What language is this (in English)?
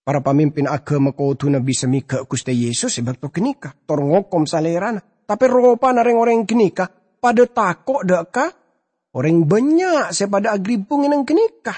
Madurese